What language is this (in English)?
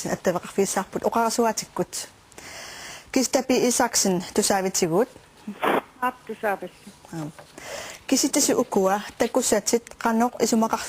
Kalaallisut